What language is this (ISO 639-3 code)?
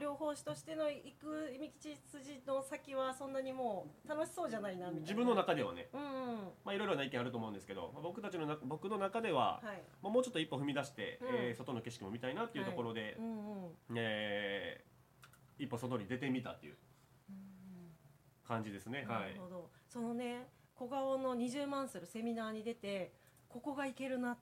jpn